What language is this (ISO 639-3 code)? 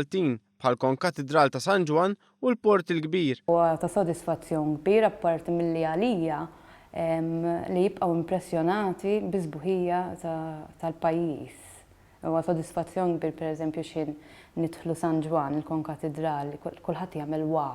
mlt